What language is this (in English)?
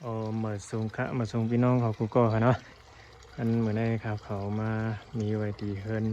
Shan